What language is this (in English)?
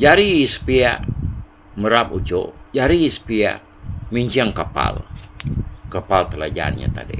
Iban